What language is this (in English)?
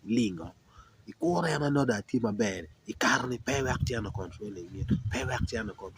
Acoli